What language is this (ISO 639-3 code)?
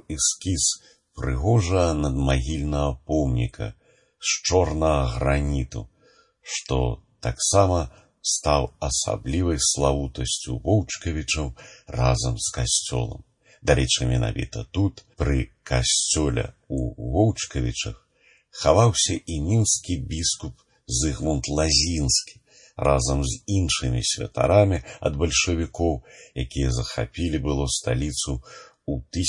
bel